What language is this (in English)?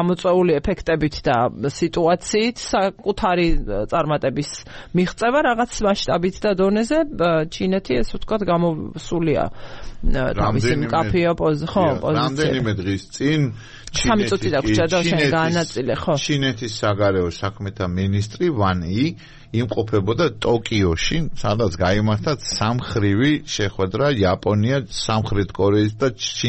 Georgian